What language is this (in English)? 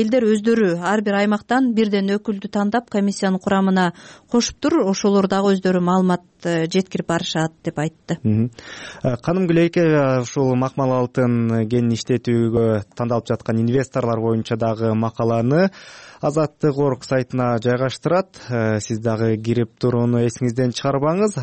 Kyrgyz